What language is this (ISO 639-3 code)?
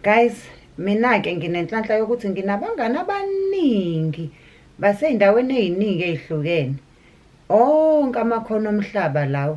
zul